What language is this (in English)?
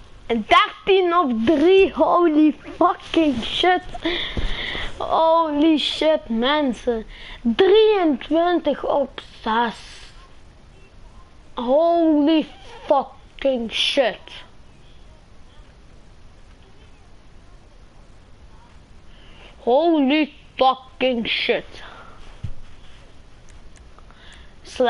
Dutch